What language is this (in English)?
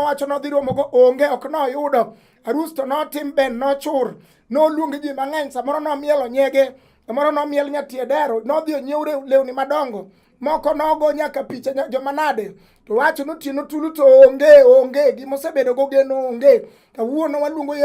Luo (Kenya and Tanzania)